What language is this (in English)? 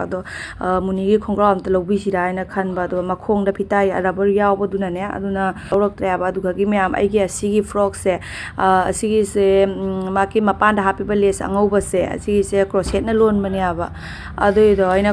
Manipuri